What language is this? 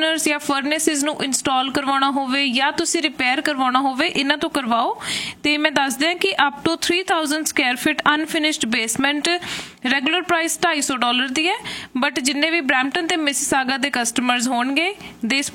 Punjabi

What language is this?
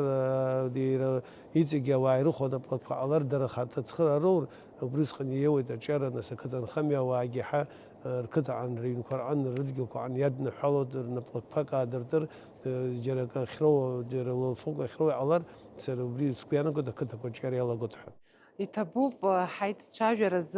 Abkhazian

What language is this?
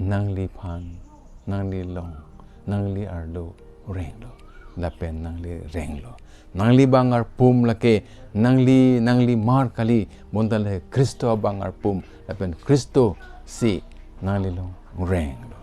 Karbi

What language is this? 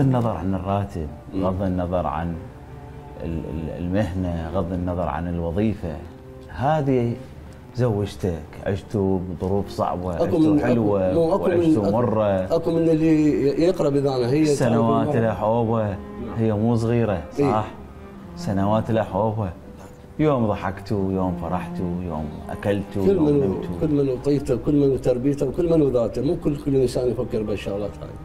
Mesopotamian Arabic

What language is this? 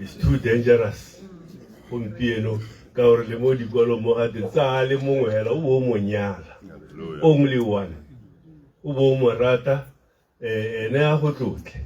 Tswana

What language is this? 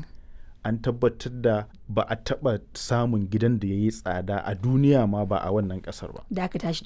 Hausa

